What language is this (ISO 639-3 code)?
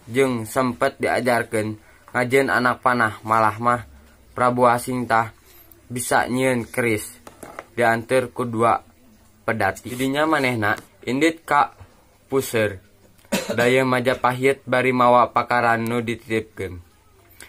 sun